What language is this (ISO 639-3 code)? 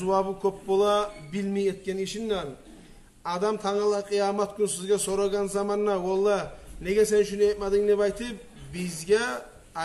kum